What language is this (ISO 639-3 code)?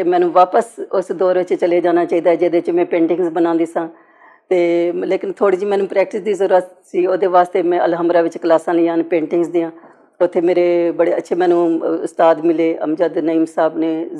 lah